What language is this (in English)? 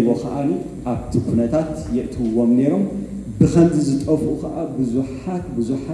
Tigrinya